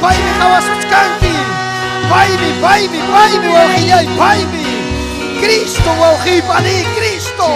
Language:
Ayacucho Quechua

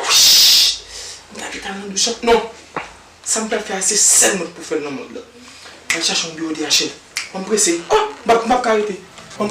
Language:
Haitian Creole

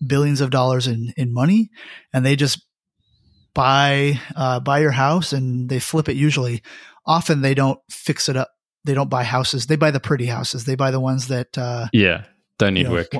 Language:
English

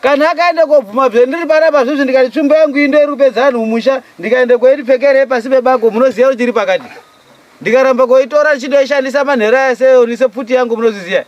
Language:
Shona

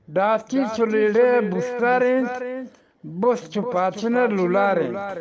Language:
Eastern Balochi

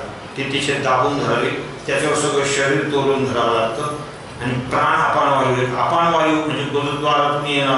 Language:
Marathi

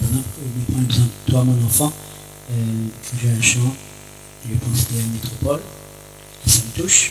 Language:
Réunion Creole French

